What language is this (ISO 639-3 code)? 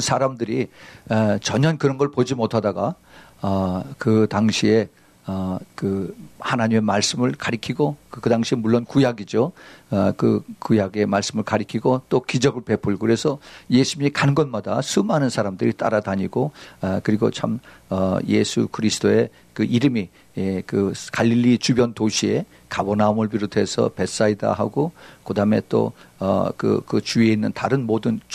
kor